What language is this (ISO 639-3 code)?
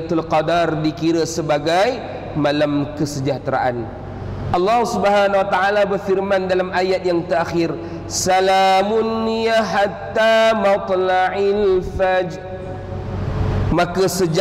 msa